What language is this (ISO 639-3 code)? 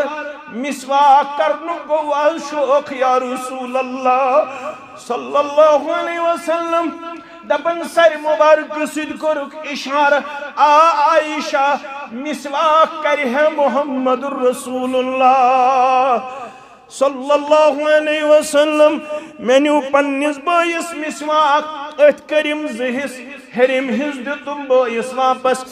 kas